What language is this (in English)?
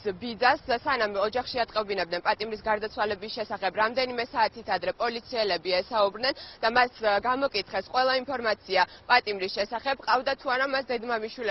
Georgian